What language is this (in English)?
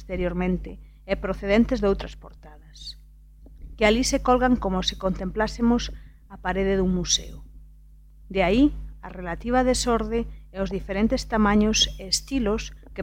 Galician